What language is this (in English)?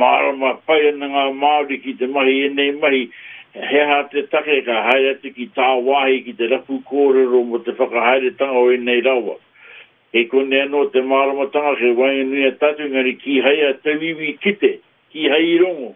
Māori